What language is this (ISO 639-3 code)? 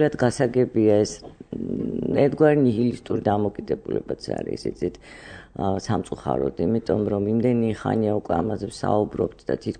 kat